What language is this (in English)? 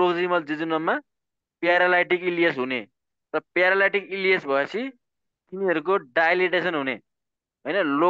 Nepali